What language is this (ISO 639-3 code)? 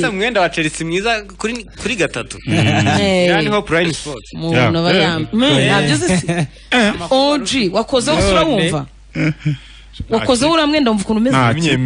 kin